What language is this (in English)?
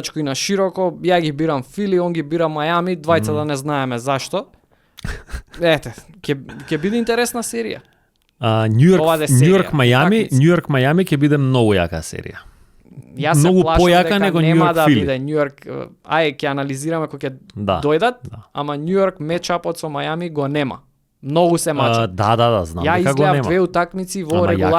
Macedonian